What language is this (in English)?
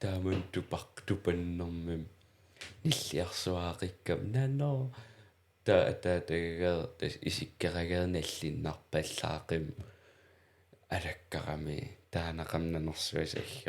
Kalaallisut